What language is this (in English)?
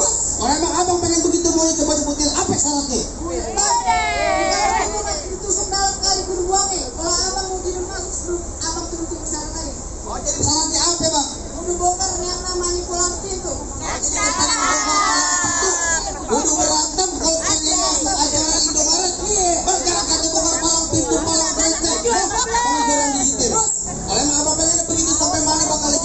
Betawi